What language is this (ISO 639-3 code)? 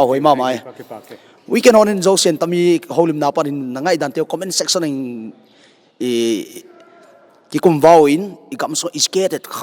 pck